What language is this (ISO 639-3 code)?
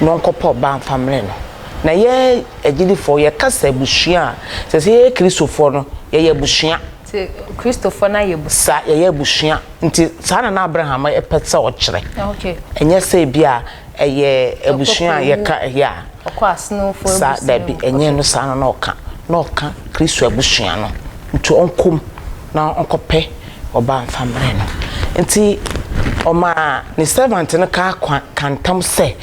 aka